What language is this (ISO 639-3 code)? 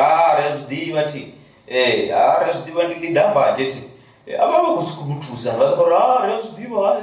ven